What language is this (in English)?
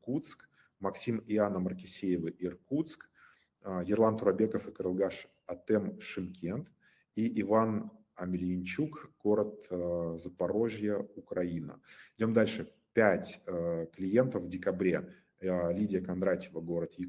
Russian